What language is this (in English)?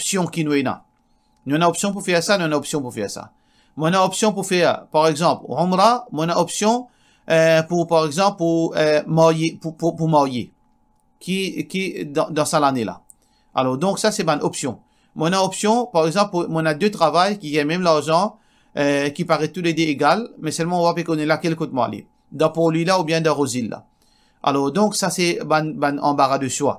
Morisyen